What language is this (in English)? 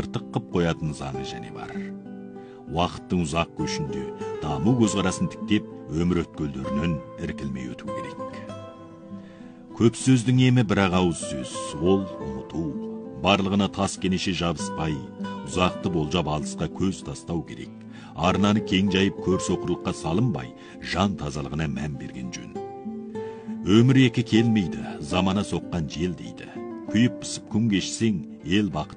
Kazakh